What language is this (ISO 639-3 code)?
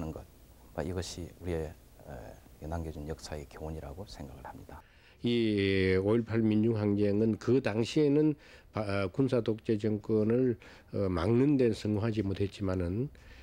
kor